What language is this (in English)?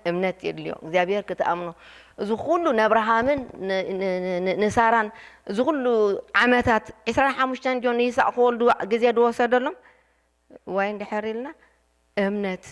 Tigrinya